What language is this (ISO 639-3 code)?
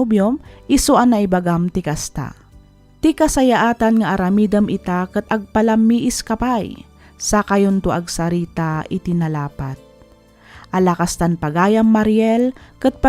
ilo